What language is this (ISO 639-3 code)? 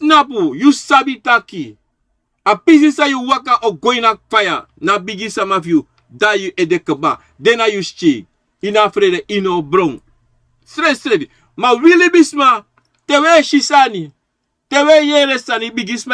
srn